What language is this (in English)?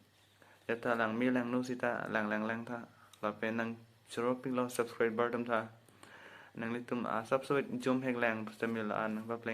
Karbi